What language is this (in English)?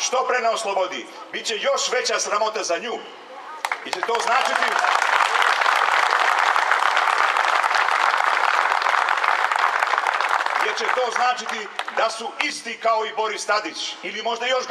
Serbian